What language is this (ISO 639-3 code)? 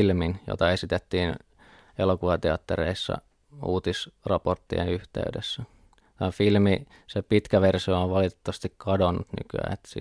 fin